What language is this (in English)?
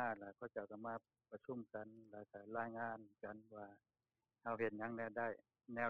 Lao